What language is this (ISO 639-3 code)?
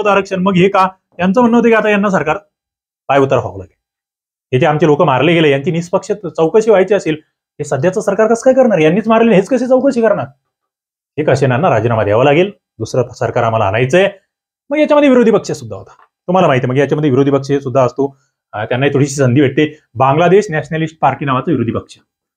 mar